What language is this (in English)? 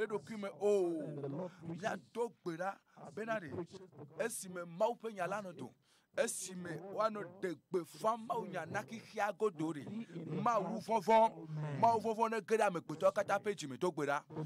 Ewe